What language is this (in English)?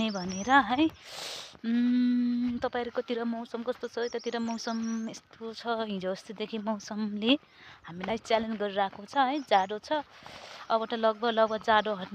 Nepali